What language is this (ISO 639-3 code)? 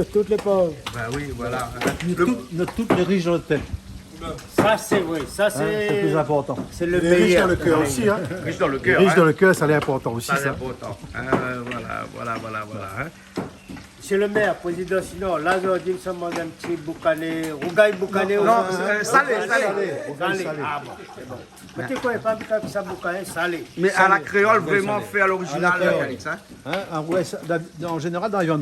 rcf